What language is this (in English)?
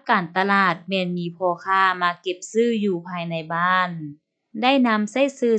Lao